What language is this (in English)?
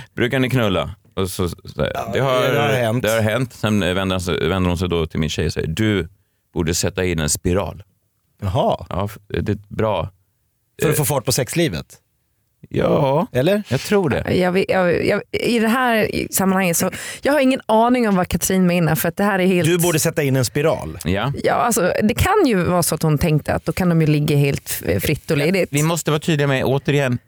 Swedish